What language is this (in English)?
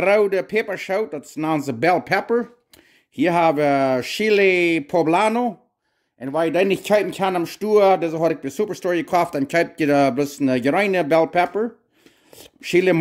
Plautdietsch